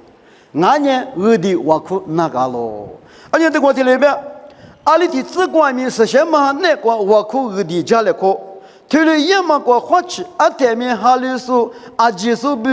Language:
Lisu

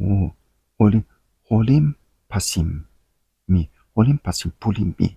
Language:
Tok Pisin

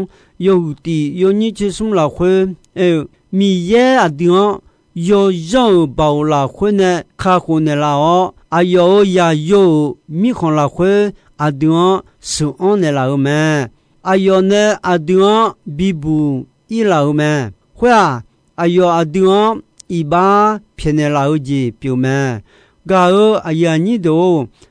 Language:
Akha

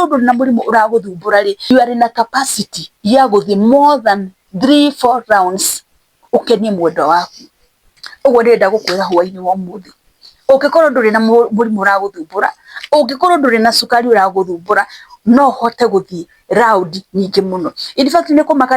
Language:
Kikuyu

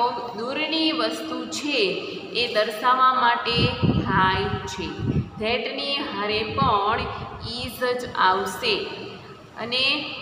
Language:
Gujarati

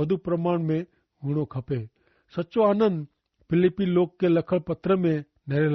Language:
Kachhi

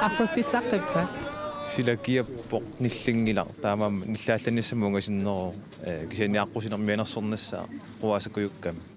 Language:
Kalaallisut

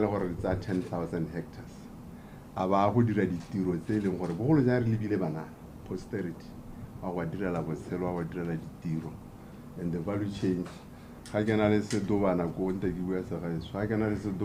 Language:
Tswana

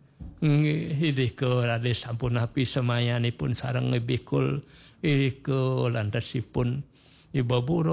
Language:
Balinese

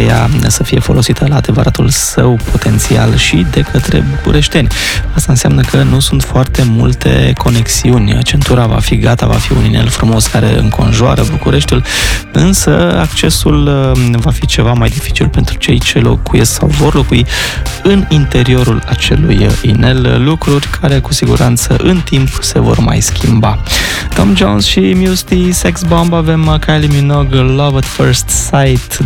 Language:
Romanian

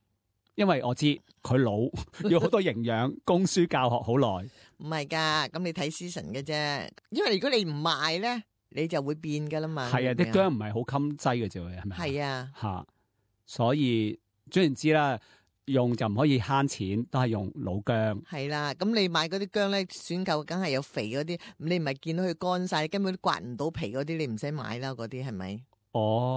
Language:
Cantonese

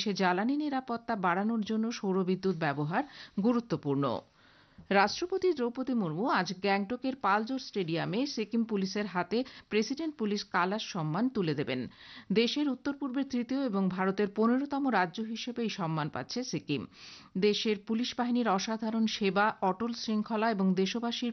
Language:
Bangla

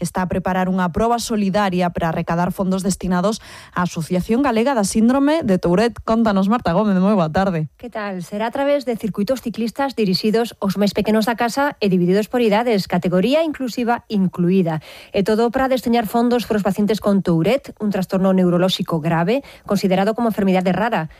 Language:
Galician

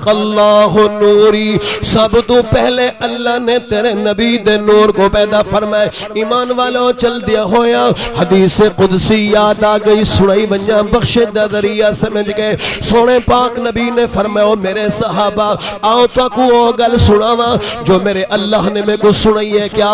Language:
Saraiki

